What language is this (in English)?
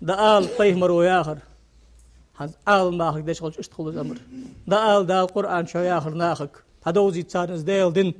Ingush